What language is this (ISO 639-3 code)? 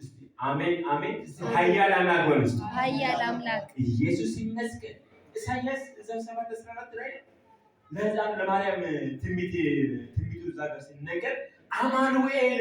amh